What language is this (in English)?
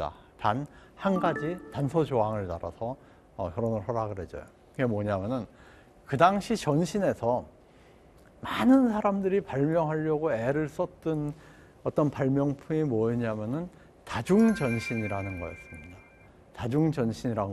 Korean